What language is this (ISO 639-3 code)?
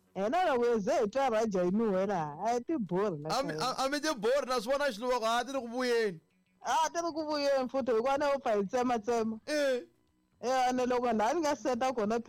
tso